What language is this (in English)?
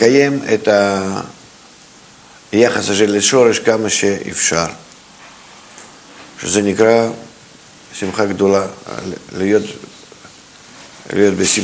Hebrew